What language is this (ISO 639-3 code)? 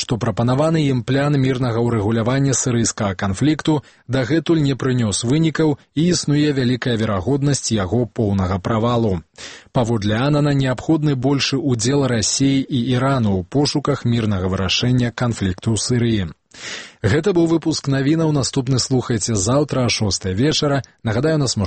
bel